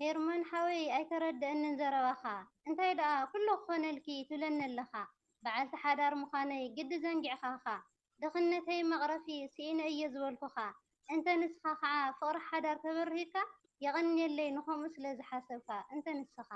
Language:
Tigrinya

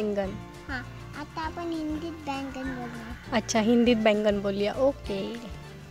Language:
Marathi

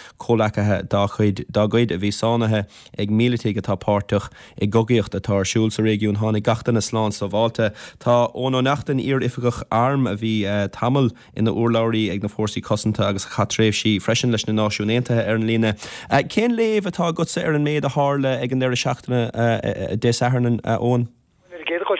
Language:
Irish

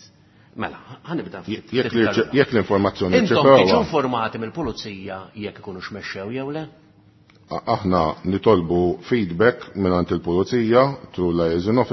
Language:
Maltese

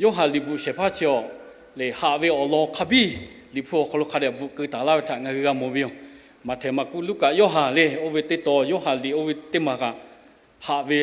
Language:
Lahu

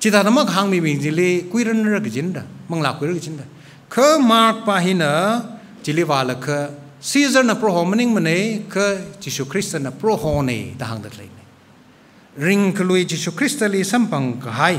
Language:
Tangkhul Naga (India)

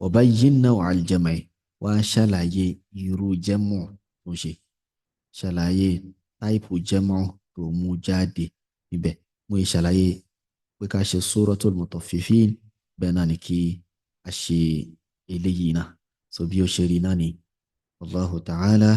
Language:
Yoruba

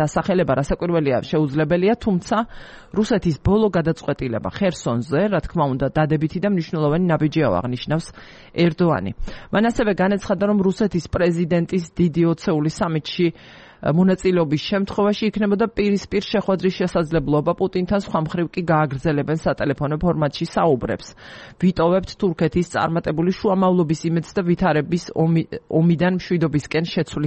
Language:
Georgian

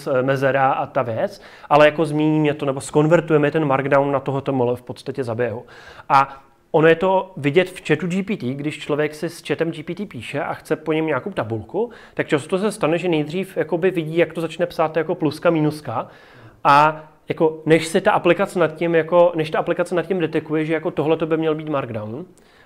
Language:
Czech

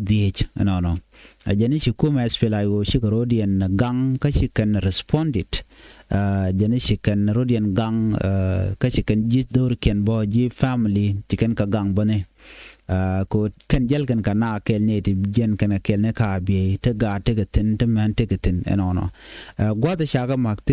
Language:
Nuer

